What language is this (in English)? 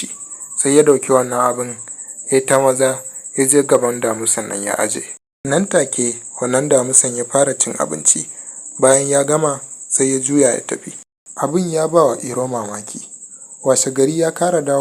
Hausa